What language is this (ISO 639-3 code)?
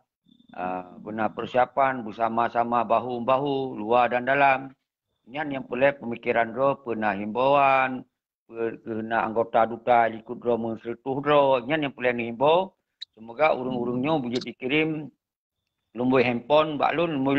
ace